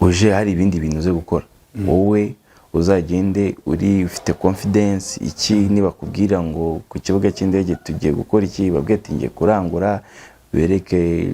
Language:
Kinyarwanda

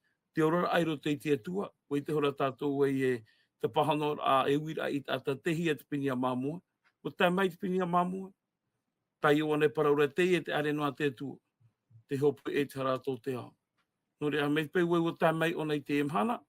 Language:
Tahitian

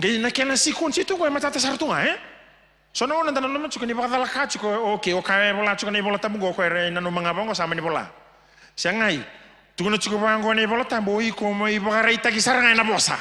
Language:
Fijian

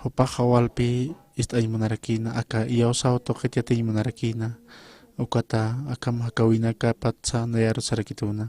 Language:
Aymara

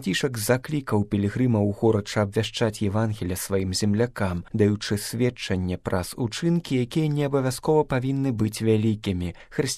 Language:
Belarusian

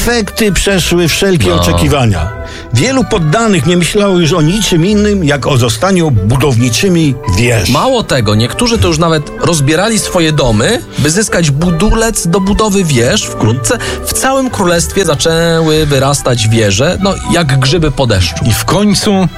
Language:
Polish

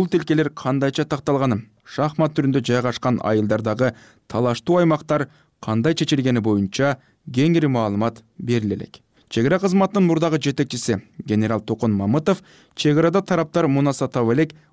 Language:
Kyrgyz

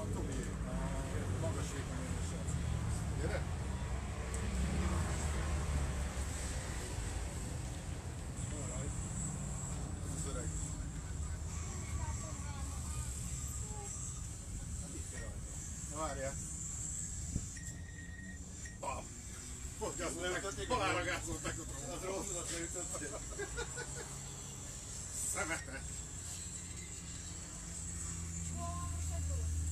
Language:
Hungarian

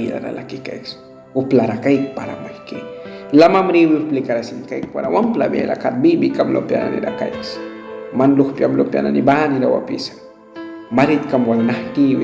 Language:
Mískito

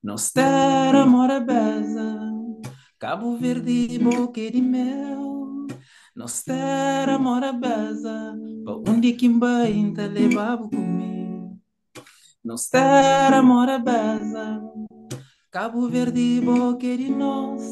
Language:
Kabuverdianu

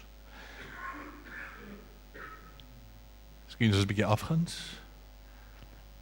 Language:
Afrikaans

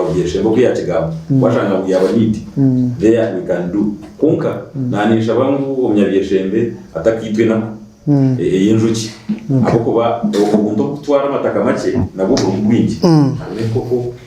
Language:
Nyankole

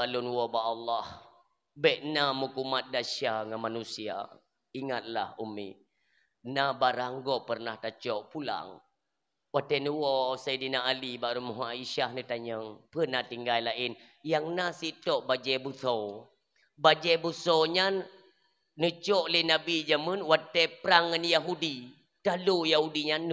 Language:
Achinese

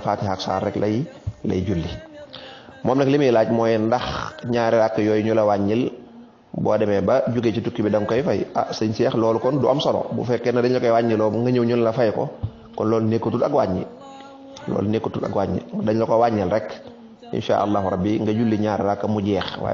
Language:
Wolof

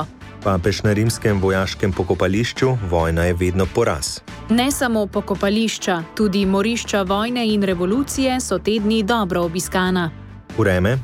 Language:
Slovenian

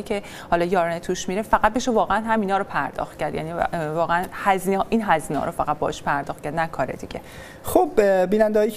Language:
Persian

